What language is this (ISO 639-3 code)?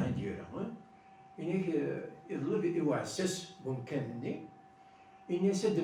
kab